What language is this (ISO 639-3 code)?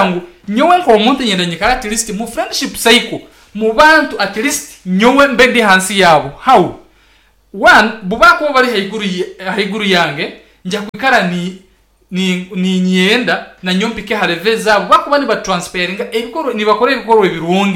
nyn